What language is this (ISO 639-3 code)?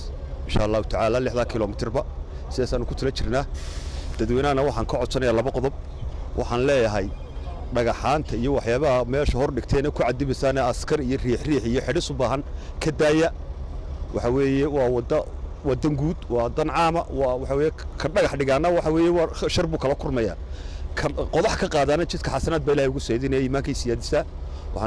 som